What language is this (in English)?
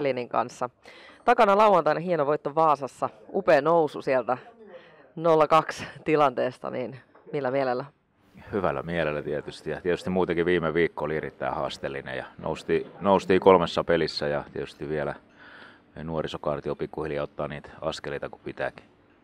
Finnish